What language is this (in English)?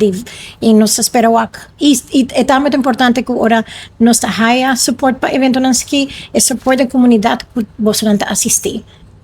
Papiamento